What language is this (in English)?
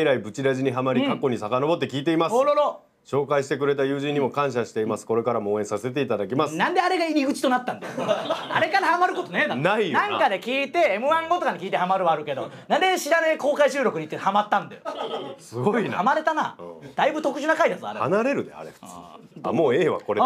Japanese